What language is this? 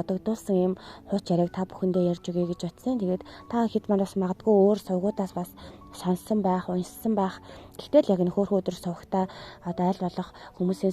Mongolian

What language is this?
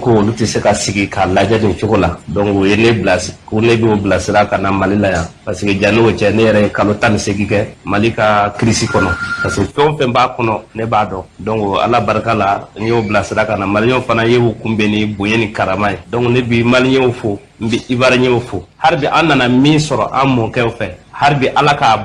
Bambara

